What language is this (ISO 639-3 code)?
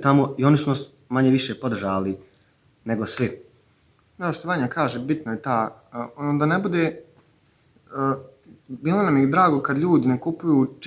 bos